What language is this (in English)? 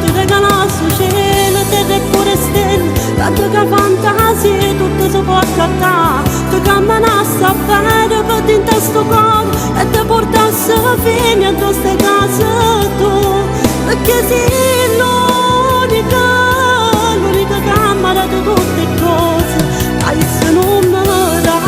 Neapolitan